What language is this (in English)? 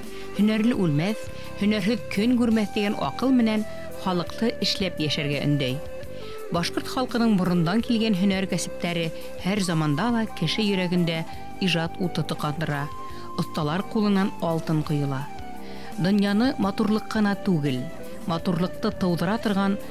Bashkir